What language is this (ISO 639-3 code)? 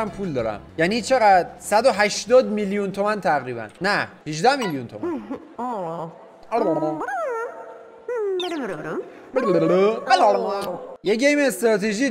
fas